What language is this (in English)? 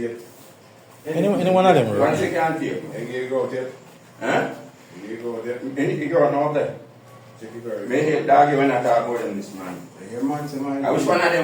Jamaican Creole English